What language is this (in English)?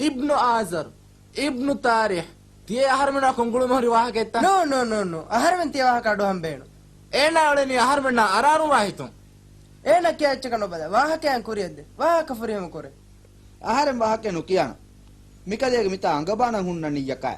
Divehi